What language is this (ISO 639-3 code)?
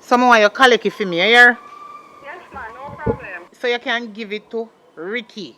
jam